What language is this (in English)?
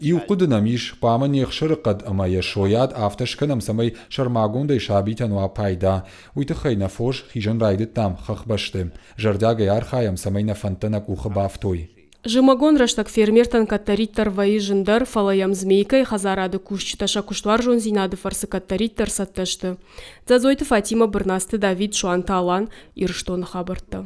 Ossetic